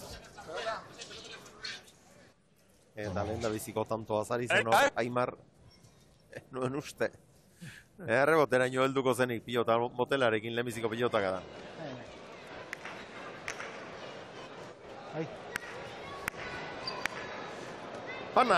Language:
Basque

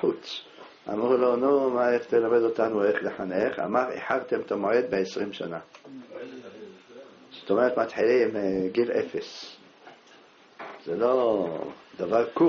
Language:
Hebrew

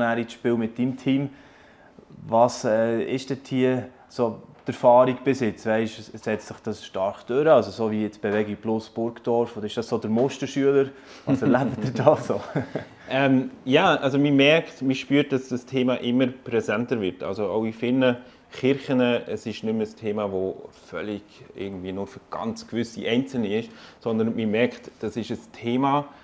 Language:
Swiss German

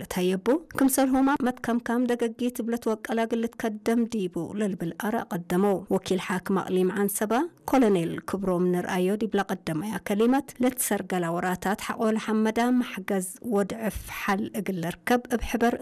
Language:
Tigre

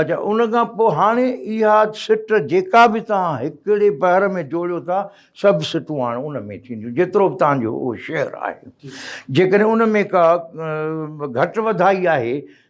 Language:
Sindhi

